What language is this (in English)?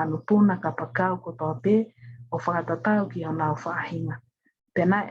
Tongan